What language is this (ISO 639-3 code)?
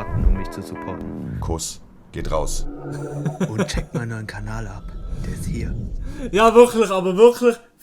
gsw